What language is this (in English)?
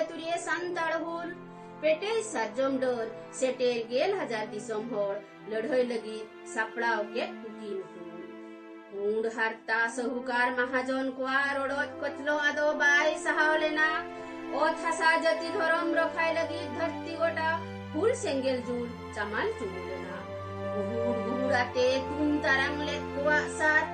Santali